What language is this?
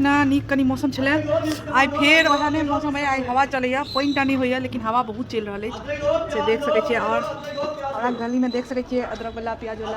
Maithili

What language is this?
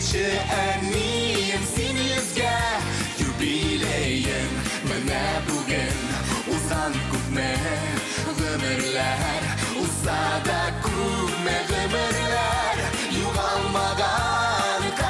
Tatar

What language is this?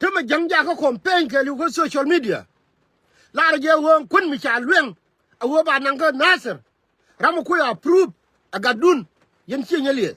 Nuer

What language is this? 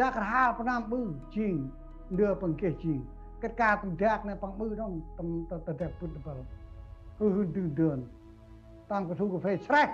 Central Mnong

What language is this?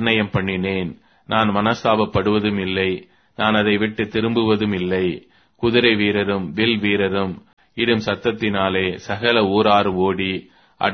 Tamil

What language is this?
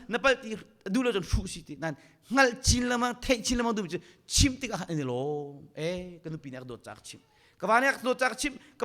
Hakha Chin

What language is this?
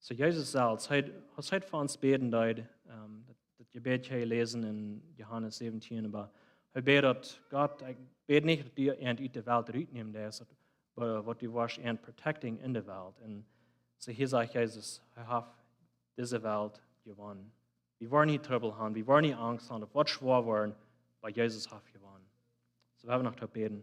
Plautdietsch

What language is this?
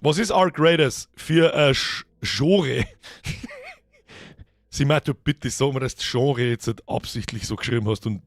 Bavarian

